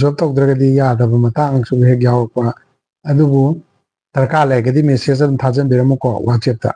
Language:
Manipuri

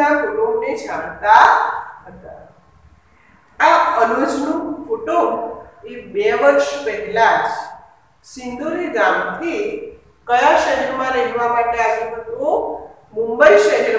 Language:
Gujarati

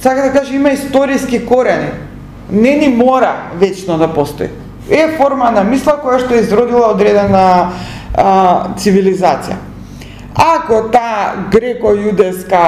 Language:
Macedonian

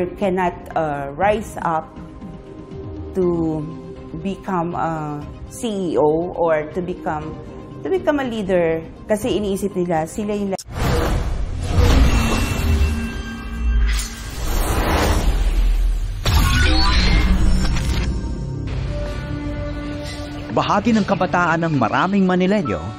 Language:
Filipino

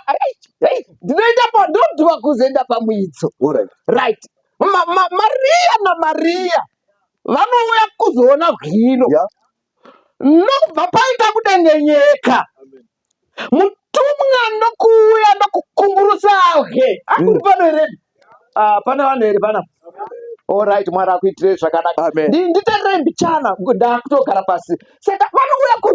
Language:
Shona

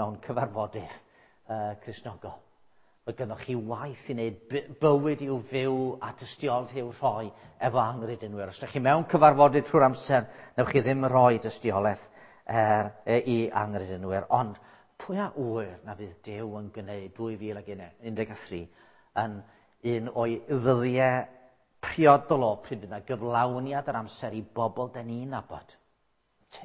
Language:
Welsh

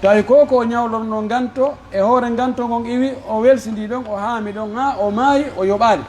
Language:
Pular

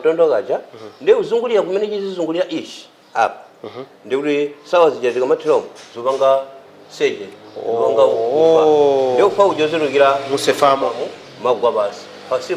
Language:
Nyanja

